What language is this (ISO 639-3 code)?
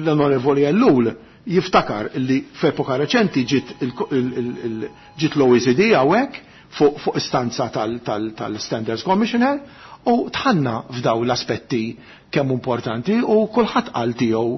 mlt